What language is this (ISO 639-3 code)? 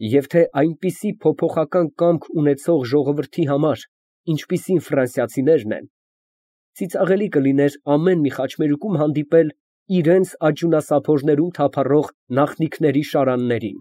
hye